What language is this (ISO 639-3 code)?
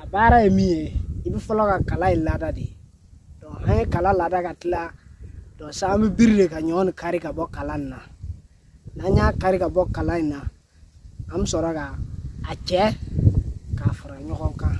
bam